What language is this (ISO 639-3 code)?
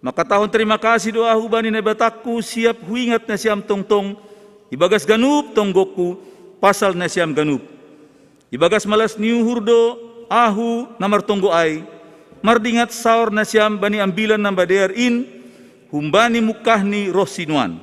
bts